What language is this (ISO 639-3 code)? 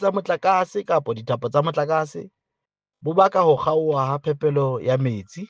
sot